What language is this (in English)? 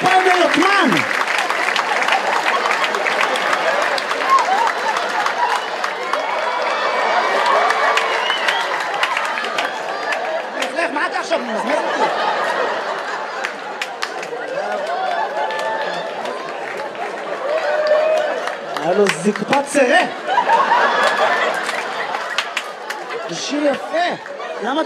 Hebrew